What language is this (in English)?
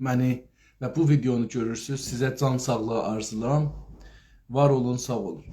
South Azerbaijani